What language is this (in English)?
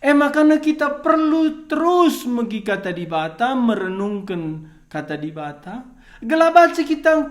Batak Karo